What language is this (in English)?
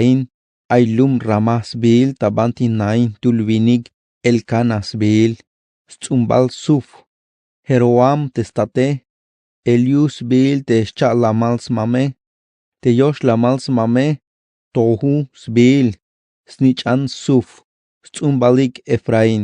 Tzeltal